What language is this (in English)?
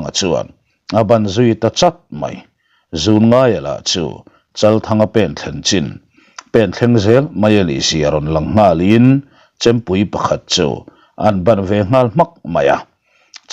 Mizo